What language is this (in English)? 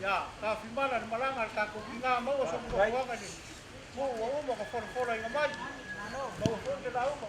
Samoan